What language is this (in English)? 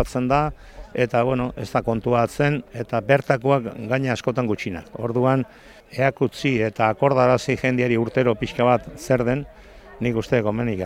Basque